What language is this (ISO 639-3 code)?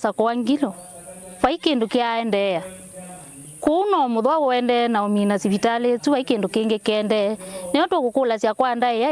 kam